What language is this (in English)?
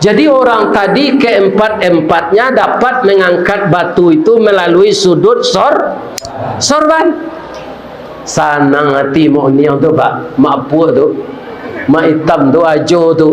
Minangkabau